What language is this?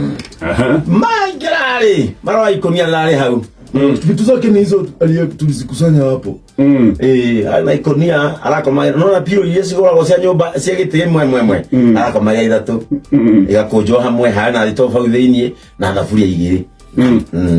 Kikuyu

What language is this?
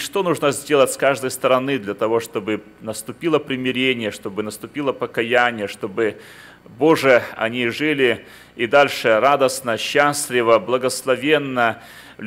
Russian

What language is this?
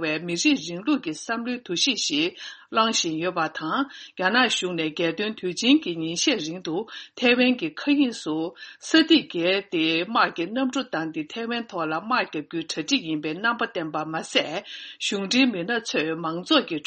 Tibetan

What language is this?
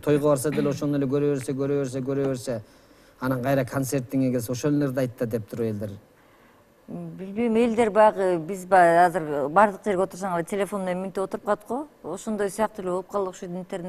Kyrgyz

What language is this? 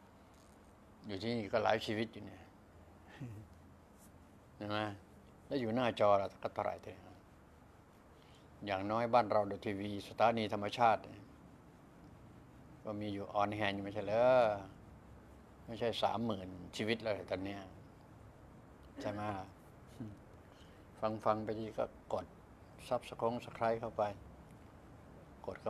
Thai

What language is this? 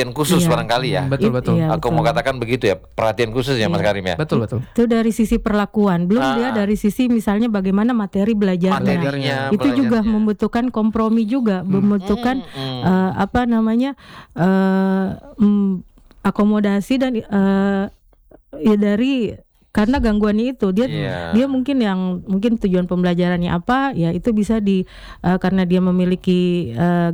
Indonesian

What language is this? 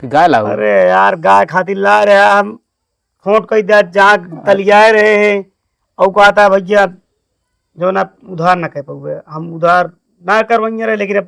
Awadhi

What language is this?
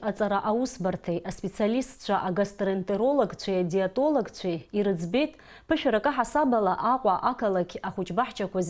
Abkhazian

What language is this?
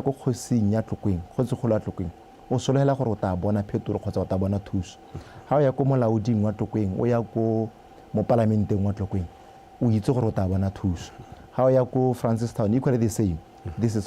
Tswana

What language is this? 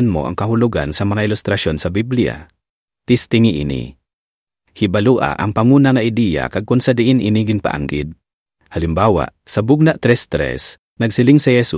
Hiligaynon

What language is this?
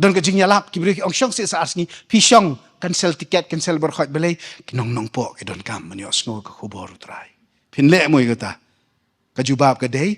Khasi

